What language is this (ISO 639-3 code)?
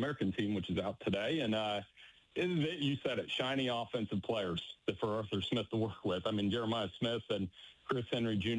eng